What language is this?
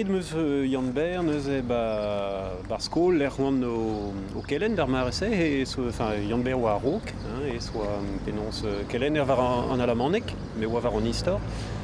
Breton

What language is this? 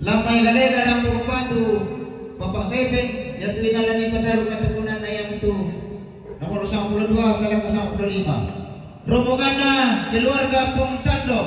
Toraja-Sa'dan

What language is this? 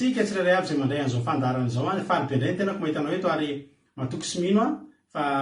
Malagasy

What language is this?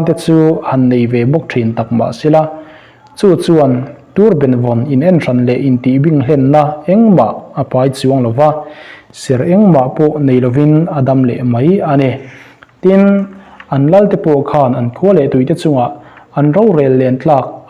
Mizo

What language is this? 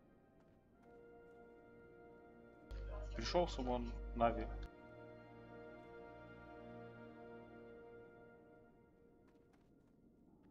Russian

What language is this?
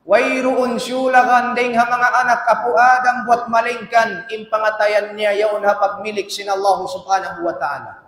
Tausug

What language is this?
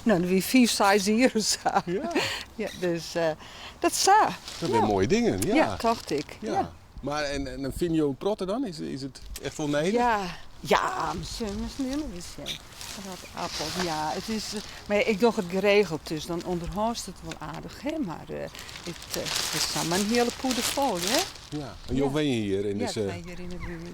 Western Frisian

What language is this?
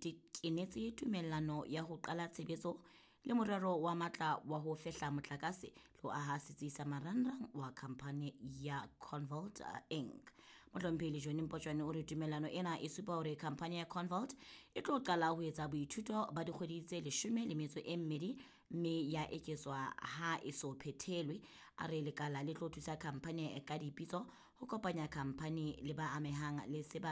Southern Sotho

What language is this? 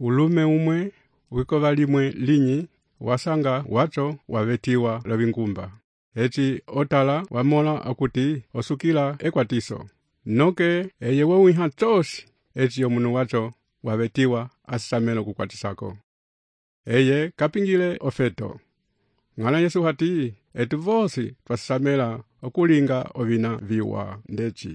Umbundu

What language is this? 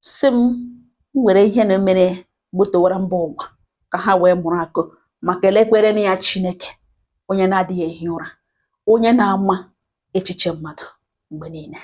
Igbo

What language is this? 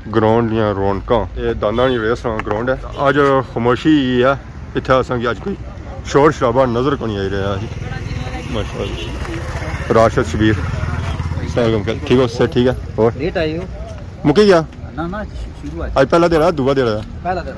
Pahari-Potwari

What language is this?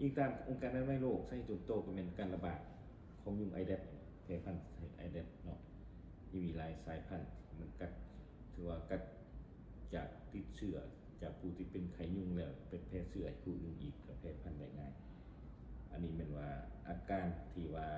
Lao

